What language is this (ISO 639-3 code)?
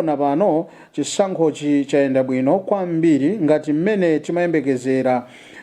nya